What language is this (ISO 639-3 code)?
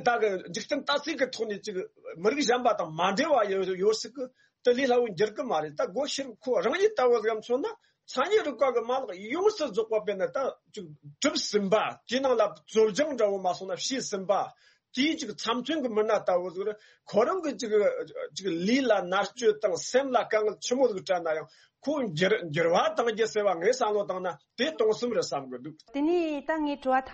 bod